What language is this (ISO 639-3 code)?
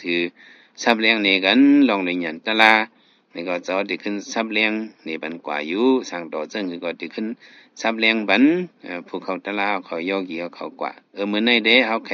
shn